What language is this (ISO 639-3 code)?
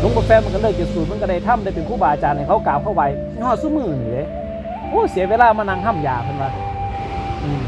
tts